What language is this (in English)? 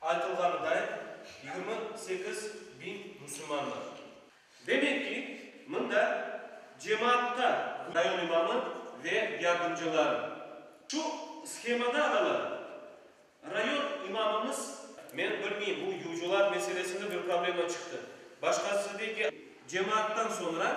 Crimean Tatar